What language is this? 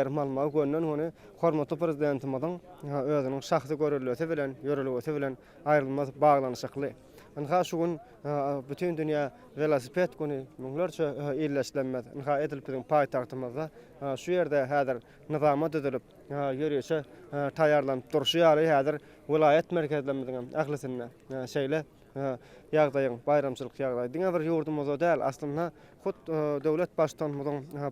Turkmen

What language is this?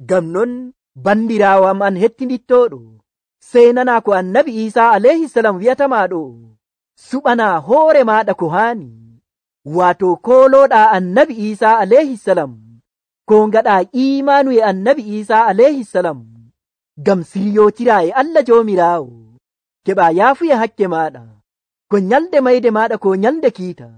Nigerian Fulfulde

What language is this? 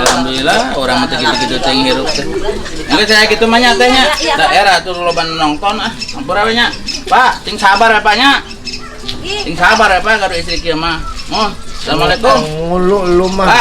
Betawi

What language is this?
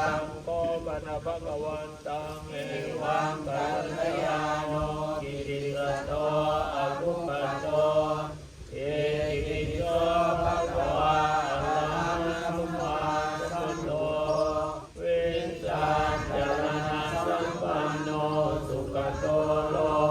Pali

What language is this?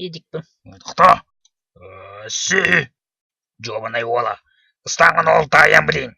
Yakut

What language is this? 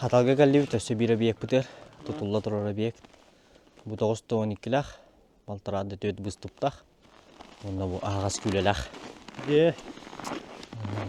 Yakut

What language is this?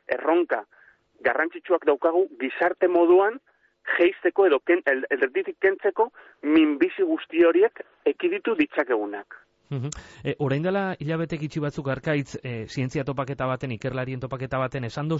Basque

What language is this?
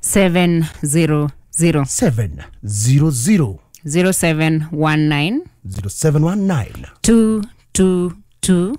Kikuyu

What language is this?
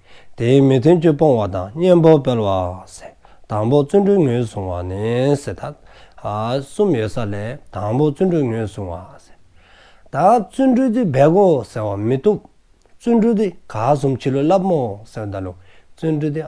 Dzongkha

